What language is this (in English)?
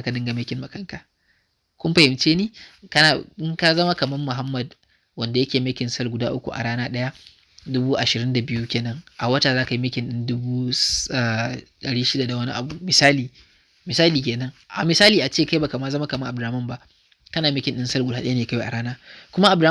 Hausa